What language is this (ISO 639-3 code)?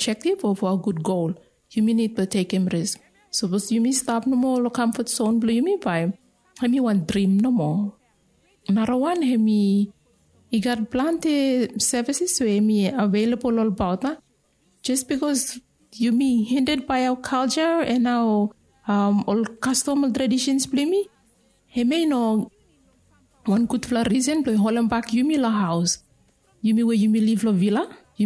bis